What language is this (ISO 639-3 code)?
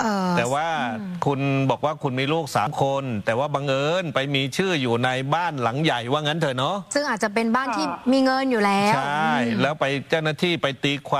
tha